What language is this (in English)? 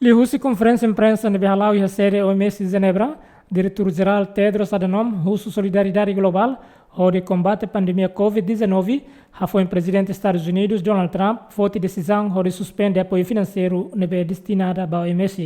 Tetum